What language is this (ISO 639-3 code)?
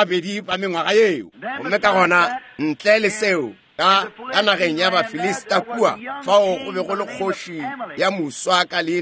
nso